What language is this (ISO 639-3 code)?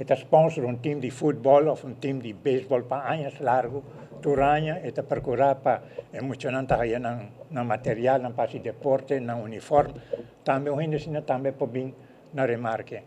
pap